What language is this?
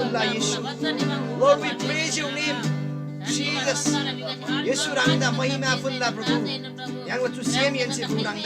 Eastern Tamang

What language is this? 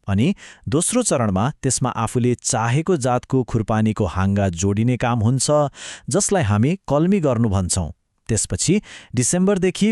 Nepali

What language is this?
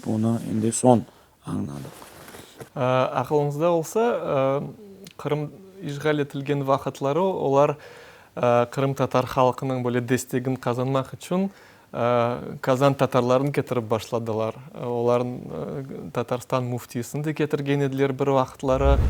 Crimean Tatar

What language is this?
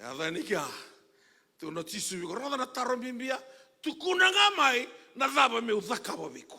Fijian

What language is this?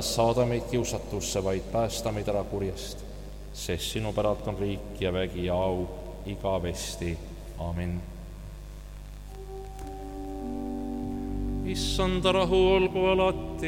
Estonian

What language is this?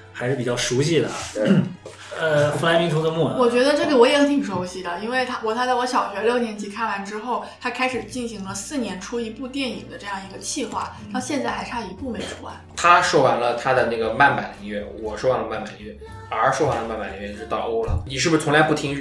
Chinese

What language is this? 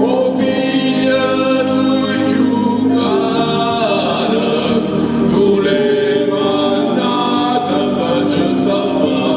Neapolitan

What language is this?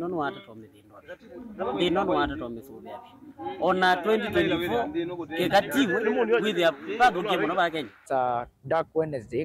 Kamba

